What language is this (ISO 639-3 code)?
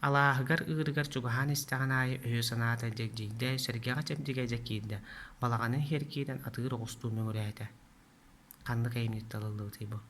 sah